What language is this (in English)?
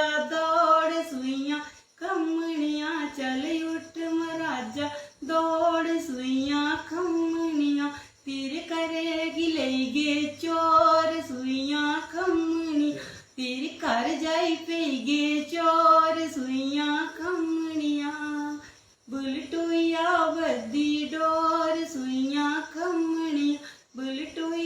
Dogri